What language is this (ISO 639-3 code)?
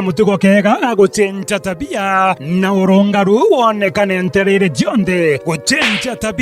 mer